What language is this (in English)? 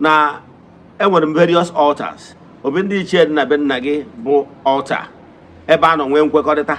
Igbo